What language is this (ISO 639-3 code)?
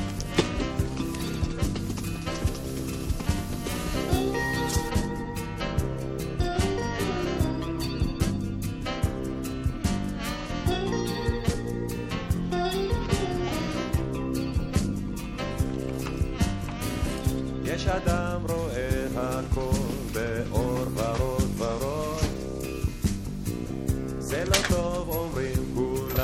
heb